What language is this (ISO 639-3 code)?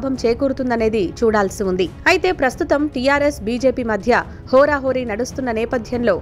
tel